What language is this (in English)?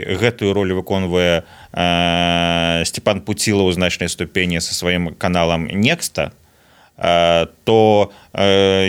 Belarusian